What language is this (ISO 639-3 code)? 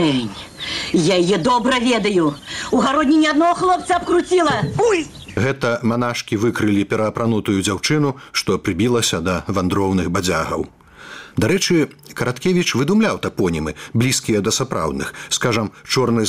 bel